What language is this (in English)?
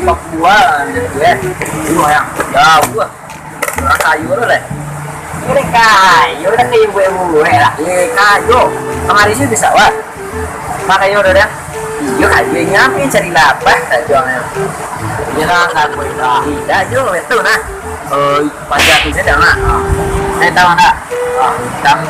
Minangkabau